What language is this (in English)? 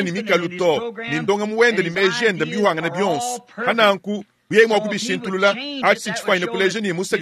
Luba-Lulua